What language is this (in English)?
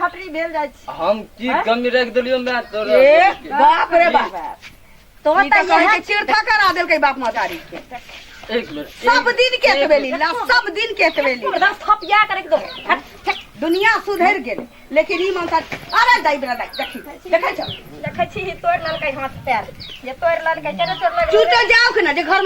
Maithili